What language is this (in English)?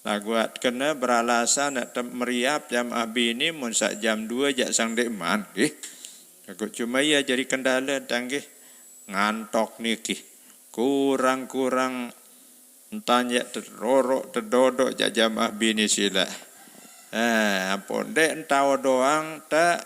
Sasak